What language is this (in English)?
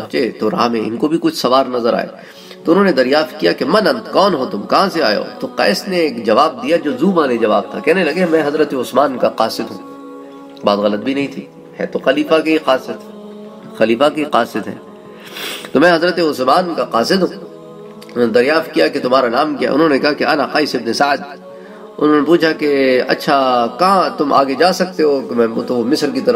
Urdu